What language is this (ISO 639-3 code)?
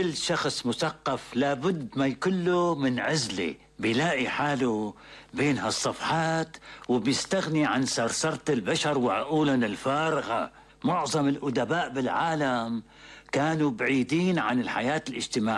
apc